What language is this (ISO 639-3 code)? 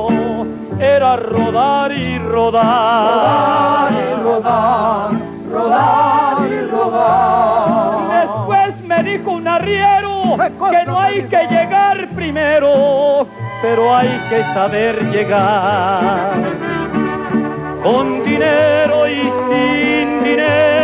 spa